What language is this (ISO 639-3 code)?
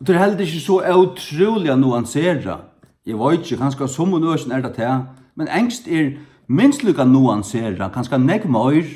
fao